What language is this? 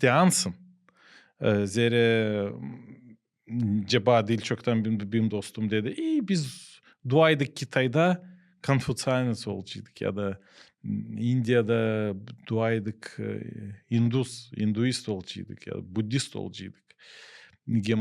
Gagauz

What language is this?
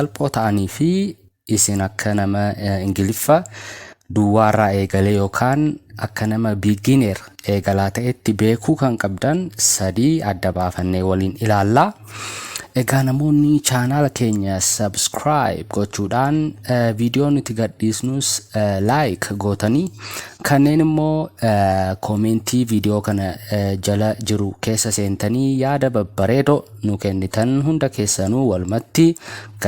Oromo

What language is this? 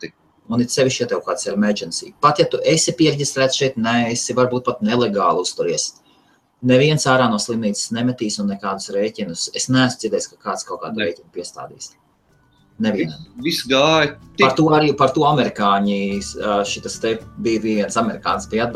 Latvian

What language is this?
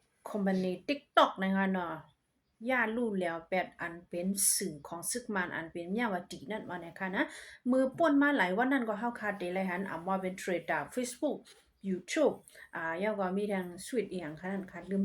Shan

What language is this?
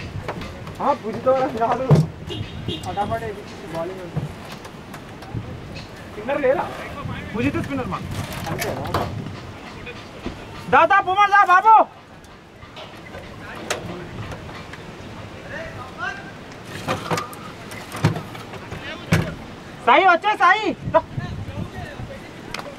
Telugu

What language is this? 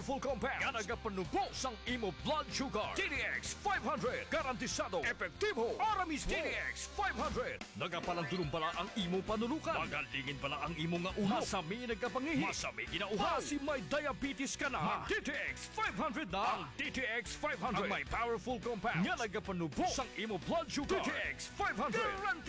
Hiligaynon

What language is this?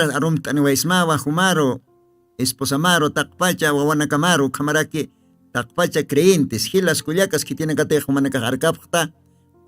Aymara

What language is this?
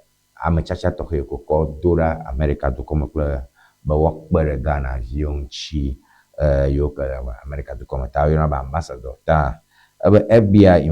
Ewe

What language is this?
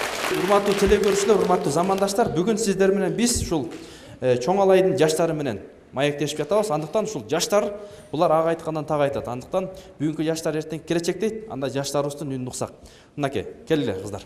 Kyrgyz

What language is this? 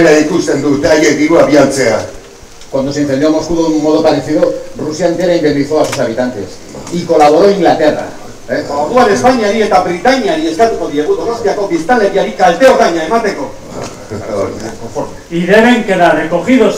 Basque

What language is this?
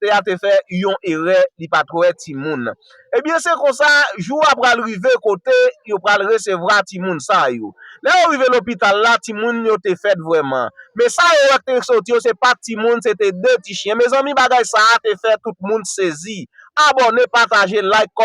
Haitian Creole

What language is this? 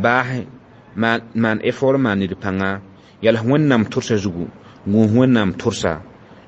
Mossi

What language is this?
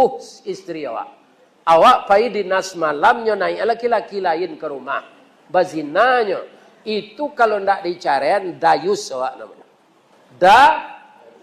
Minangkabau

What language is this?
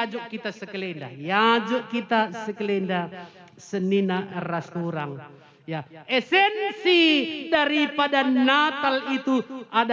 Batak Karo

